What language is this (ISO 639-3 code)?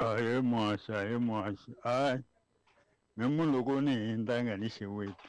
tso